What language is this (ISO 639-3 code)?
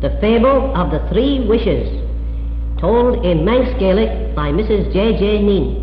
glv